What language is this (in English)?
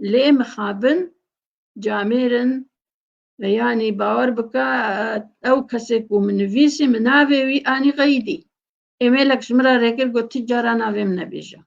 Kurdish